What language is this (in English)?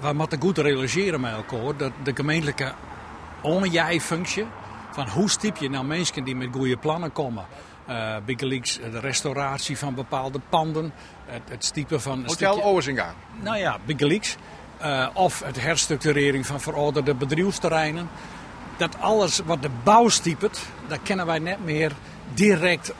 Western Frisian